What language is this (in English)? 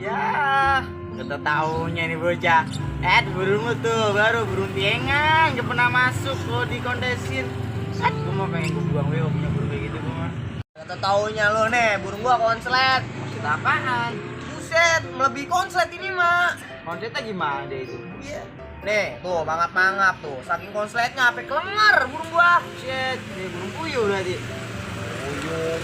Betawi